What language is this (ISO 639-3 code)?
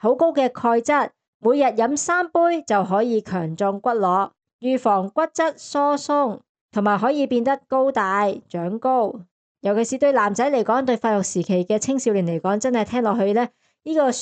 yue